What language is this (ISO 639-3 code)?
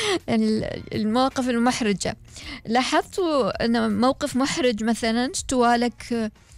afb